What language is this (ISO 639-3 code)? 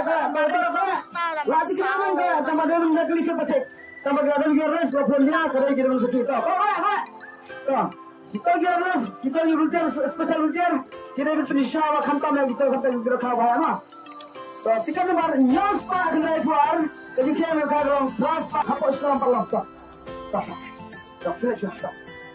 kha